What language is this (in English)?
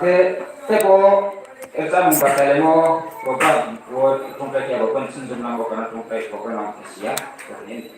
Riang (India)